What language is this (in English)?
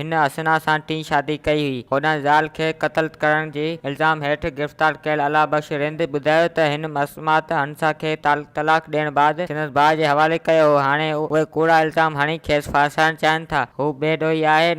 Sindhi